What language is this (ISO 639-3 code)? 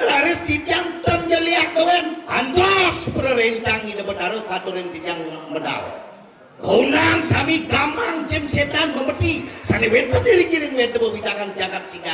ban